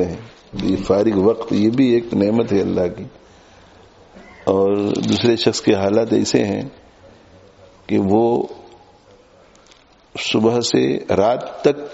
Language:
Urdu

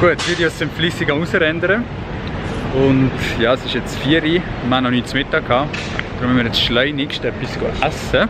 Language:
Swiss German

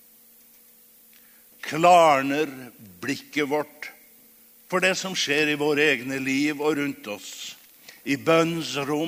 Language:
Norwegian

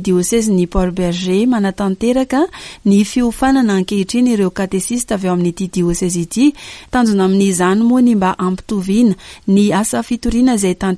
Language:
Malagasy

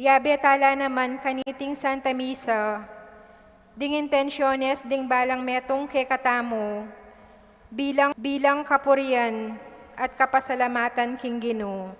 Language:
Pampanga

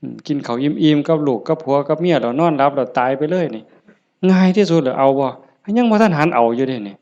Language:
Northeastern Thai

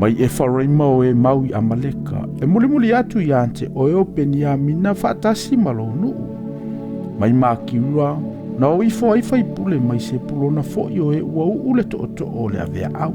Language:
Samoan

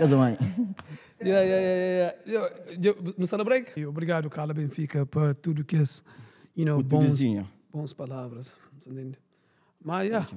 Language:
Kabuverdianu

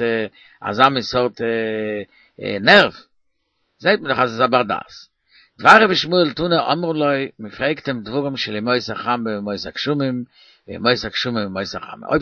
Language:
Yiddish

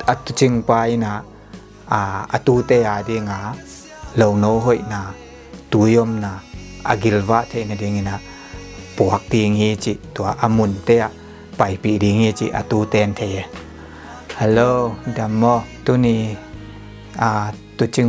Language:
Tedim Chin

